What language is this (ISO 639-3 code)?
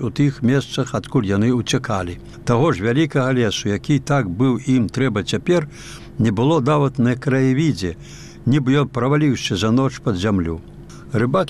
bel